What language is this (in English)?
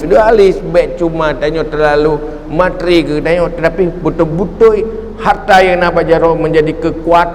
Achinese